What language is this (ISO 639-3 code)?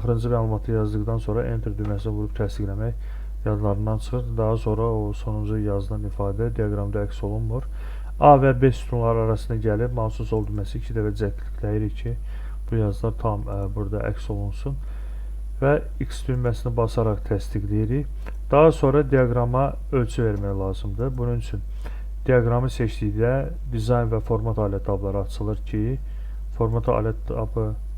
aze